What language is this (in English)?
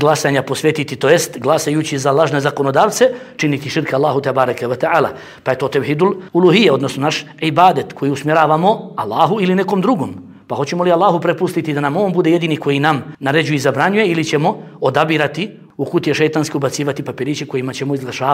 Bosnian